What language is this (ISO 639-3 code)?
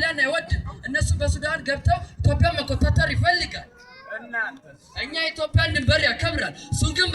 amh